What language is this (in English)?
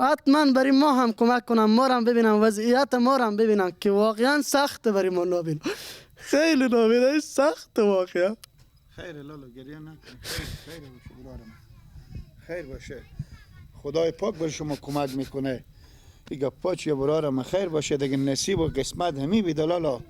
Persian